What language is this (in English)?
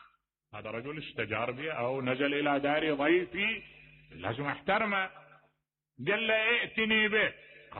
Mesopotamian Arabic